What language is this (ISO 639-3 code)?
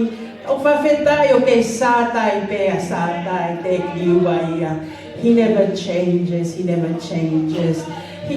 ton